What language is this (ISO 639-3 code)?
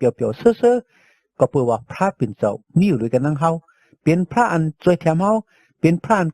shn